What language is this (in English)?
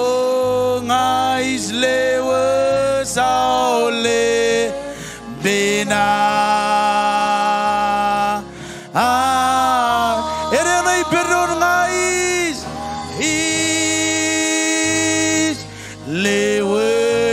Marshallese